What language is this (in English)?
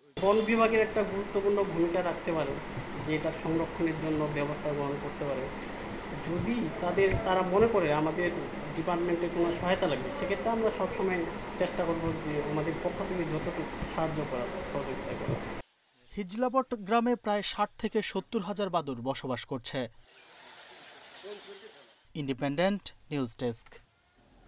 Bangla